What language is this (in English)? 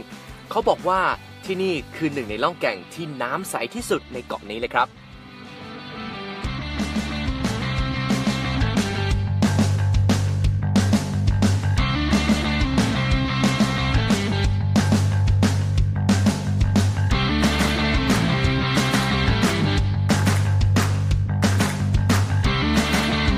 Thai